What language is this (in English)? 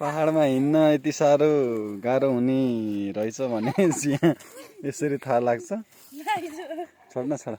Nepali